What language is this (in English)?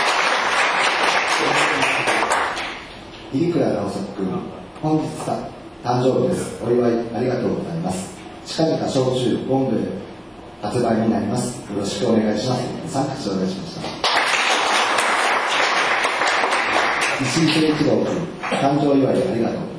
Japanese